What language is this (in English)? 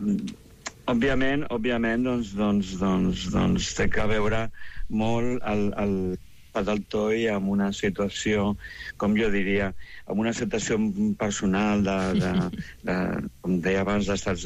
Catalan